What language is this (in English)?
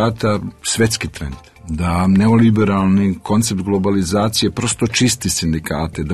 Serbian